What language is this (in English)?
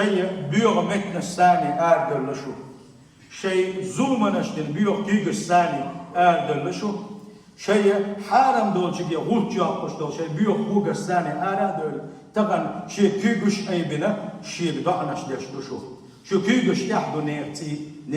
Chechen